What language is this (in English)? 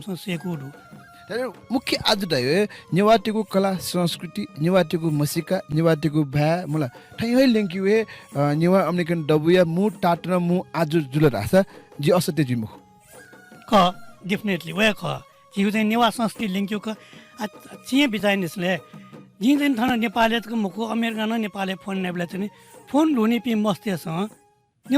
Newari